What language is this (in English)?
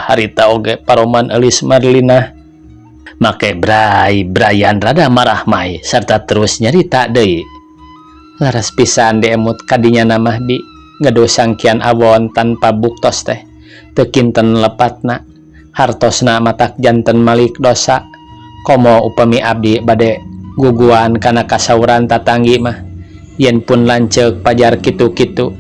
Sundanese